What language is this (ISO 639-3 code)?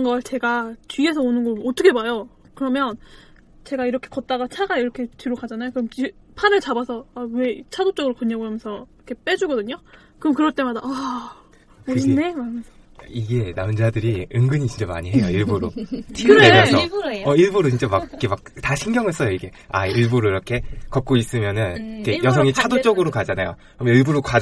kor